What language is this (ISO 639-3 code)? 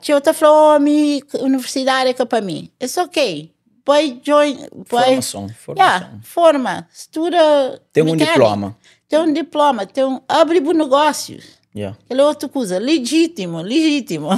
kea